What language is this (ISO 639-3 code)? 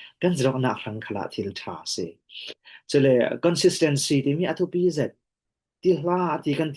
cfm